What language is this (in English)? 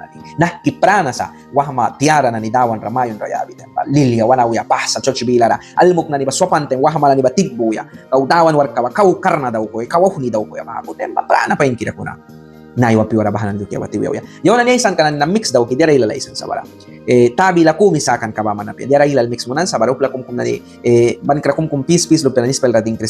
Mískito